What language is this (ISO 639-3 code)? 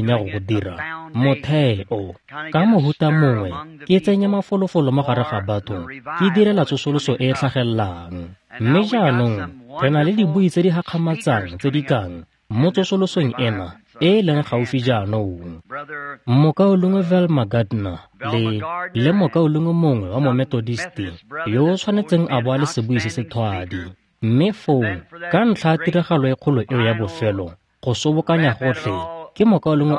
tsn